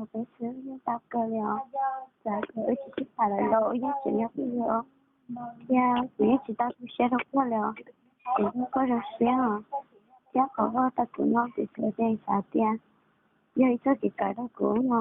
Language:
Hmong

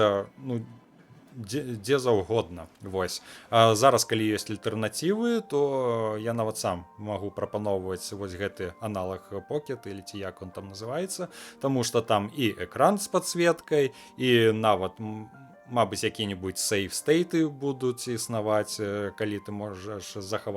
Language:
Belarusian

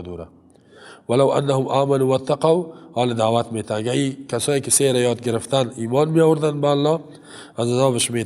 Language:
Persian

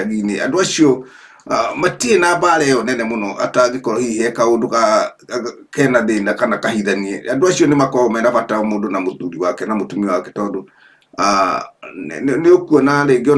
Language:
Kikuyu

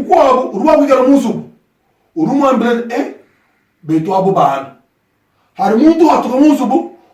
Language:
Luba-Lulua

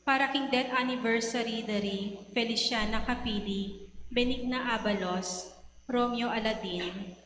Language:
Pampanga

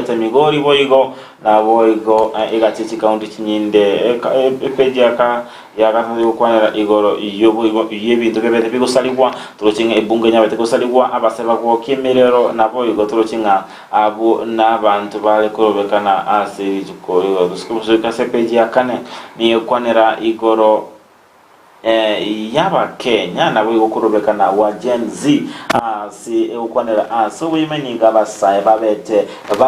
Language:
Gusii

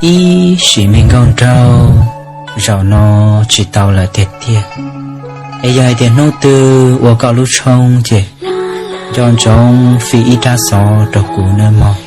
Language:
Hmong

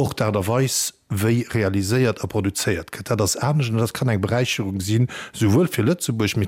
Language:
Luxembourgish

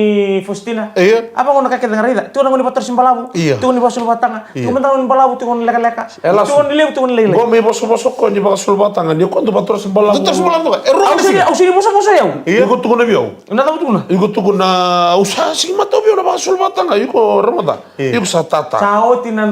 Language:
Fijian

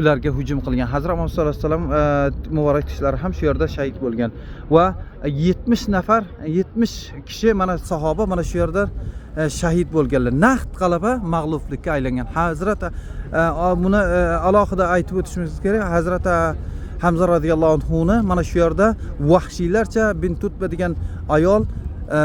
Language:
Uzbek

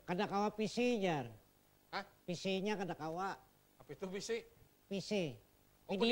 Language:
Banjar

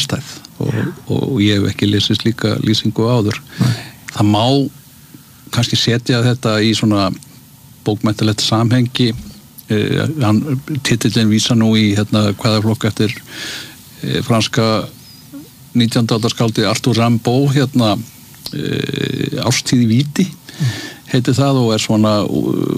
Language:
Icelandic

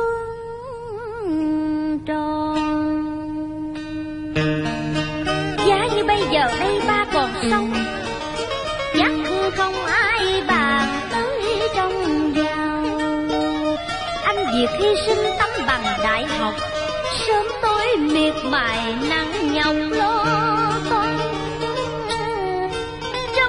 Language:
Vietnamese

